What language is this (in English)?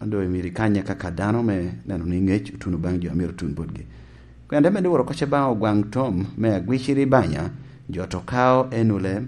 Lango (Uganda)